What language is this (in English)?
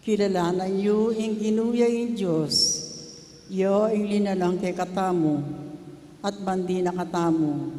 Pampanga